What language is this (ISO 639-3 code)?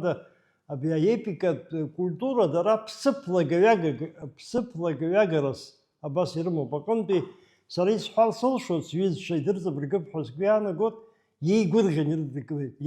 abk